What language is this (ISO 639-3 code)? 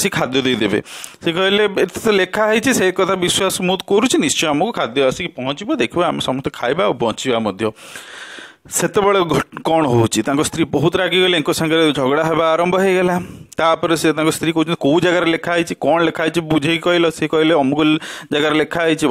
ori